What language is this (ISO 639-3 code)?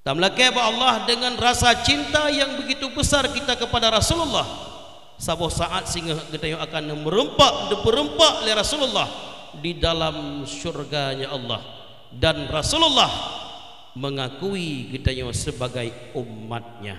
ace